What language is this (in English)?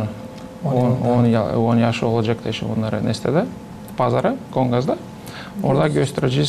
Gagauz